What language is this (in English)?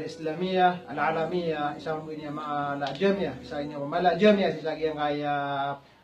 Maranao